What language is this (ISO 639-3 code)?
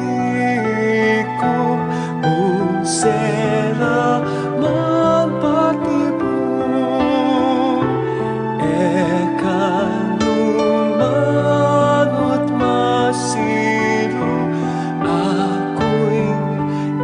pam